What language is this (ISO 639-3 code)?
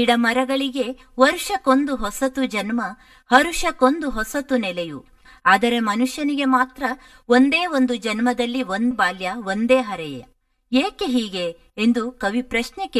kan